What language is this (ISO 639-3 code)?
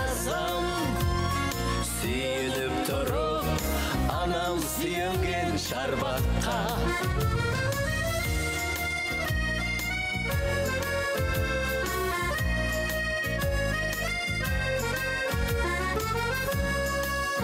kaz